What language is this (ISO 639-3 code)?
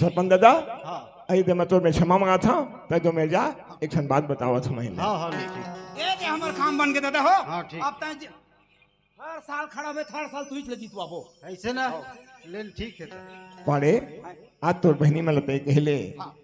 hne